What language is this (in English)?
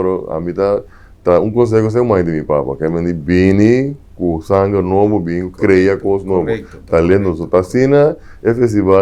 Papiamento